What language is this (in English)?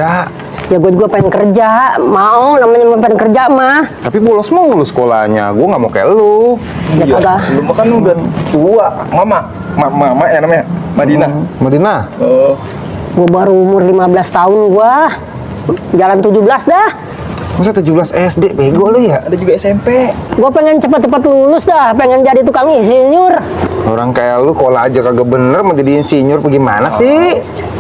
Betawi